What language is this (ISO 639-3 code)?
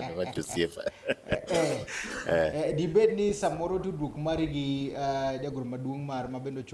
luo